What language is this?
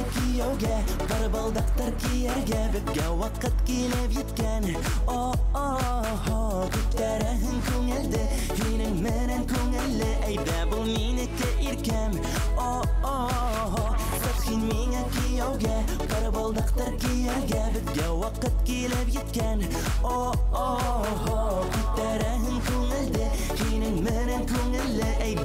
Bashkir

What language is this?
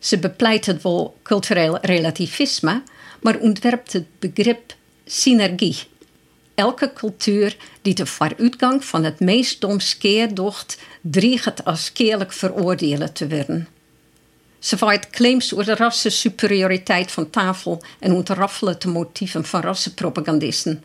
Western Frisian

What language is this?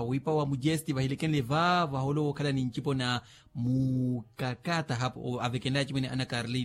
Makhuwa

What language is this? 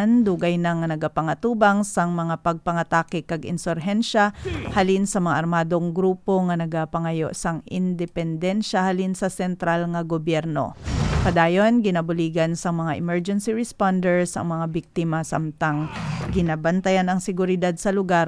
Hiligaynon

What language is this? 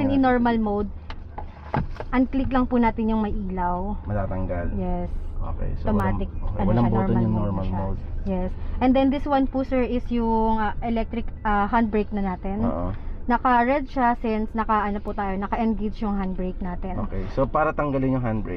Filipino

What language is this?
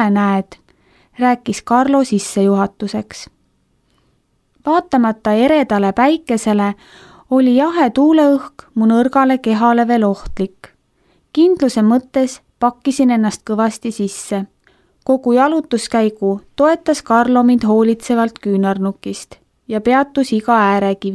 Estonian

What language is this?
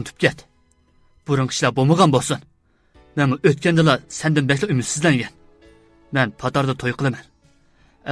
Uyghur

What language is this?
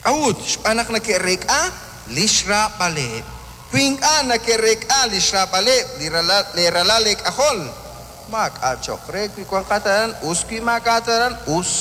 Kekchí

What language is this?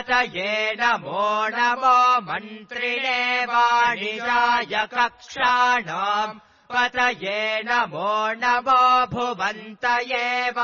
Sanskrit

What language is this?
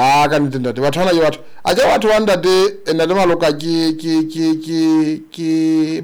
Southern Sotho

